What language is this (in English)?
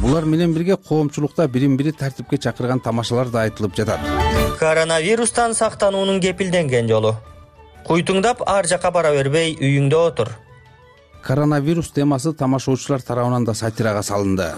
Kyrgyz